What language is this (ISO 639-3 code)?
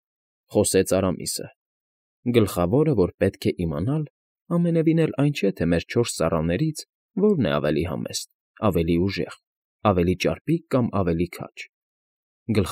hye